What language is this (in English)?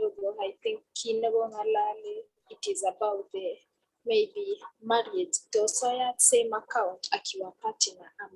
Kalenjin